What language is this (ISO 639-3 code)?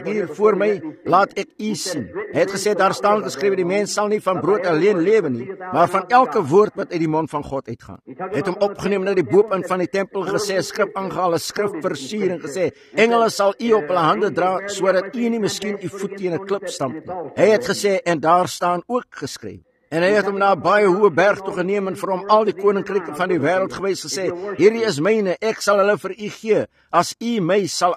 afr